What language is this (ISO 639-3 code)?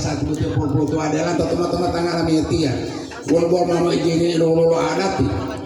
gor